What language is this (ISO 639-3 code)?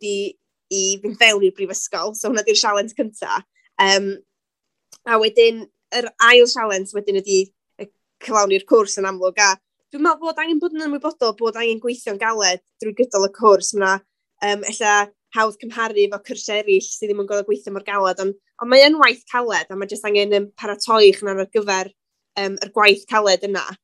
cym